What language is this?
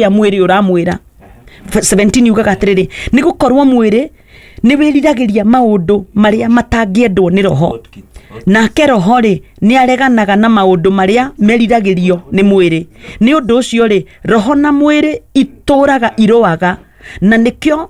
Kikuyu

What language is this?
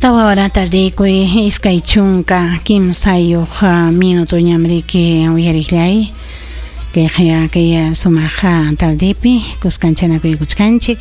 Ayacucho Quechua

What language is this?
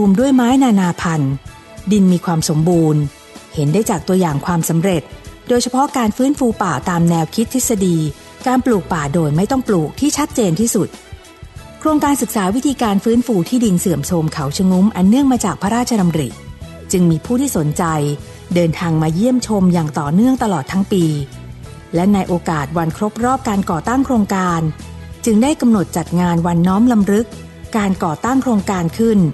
Thai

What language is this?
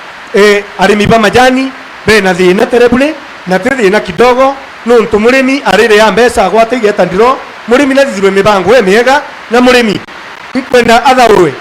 Meru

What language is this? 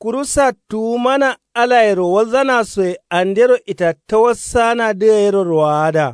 Kanuri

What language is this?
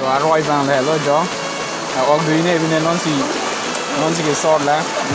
Karbi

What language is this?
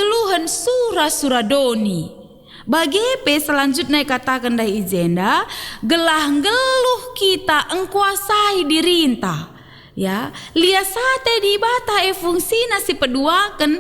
Batak Karo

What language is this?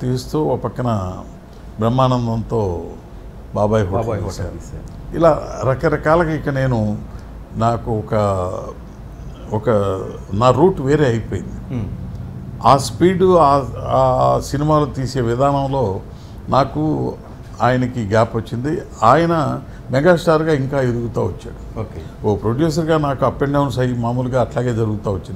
Telugu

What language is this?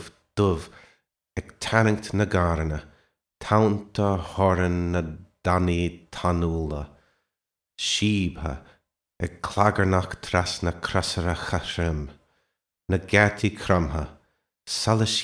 Irish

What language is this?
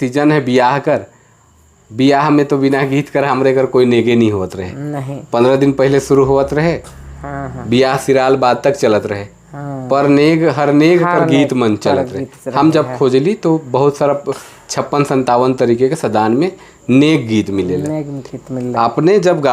Sadri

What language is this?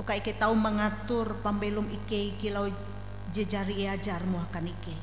Ngaju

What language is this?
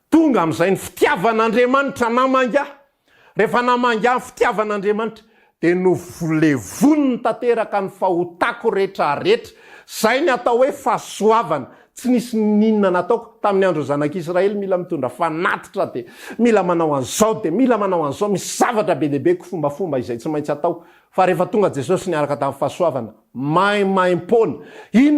Malagasy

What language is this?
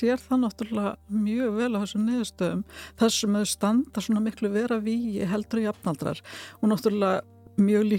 Icelandic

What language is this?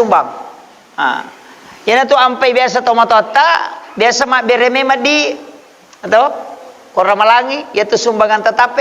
Buginese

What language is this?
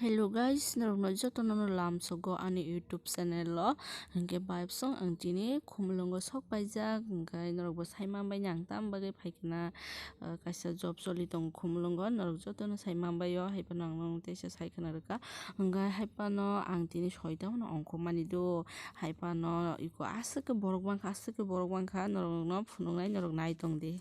Kok Borok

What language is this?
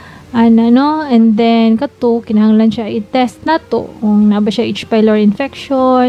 Cebuano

